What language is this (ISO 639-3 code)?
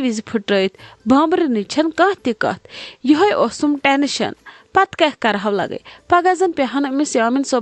kas